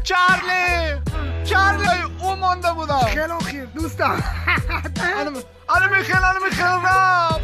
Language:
Tajik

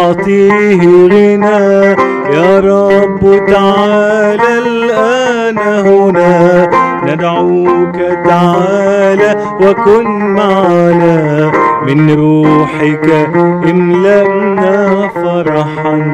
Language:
Egyptian Arabic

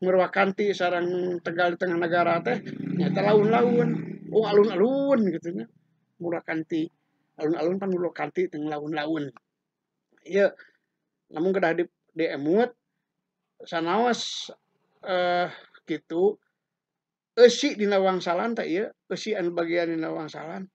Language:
Sundanese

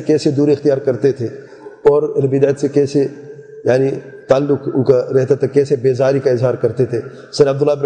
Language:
Urdu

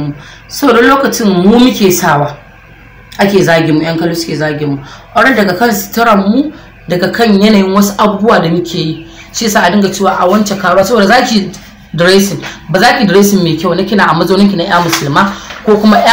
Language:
Hausa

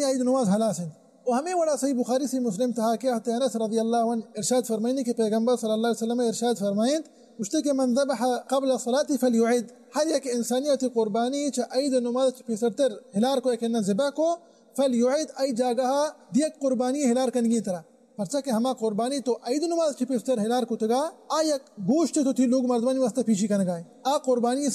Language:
Baluchi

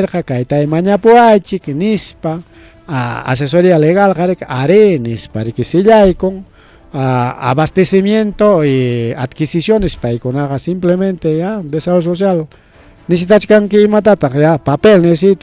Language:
Ayacucho Quechua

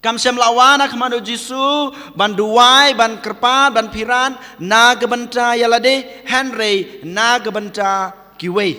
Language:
Khasi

